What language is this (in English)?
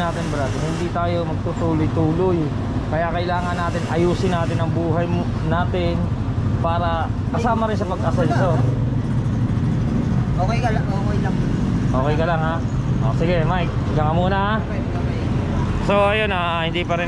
Filipino